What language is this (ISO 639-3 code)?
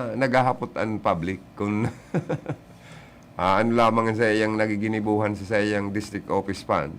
bik